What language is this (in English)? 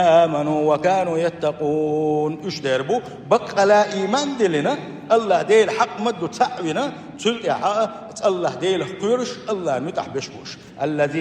Chechen